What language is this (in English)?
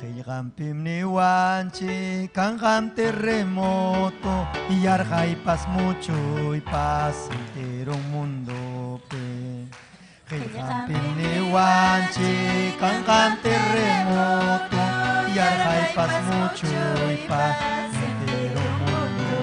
Ayacucho Quechua